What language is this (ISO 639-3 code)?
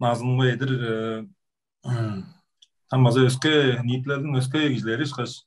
tyv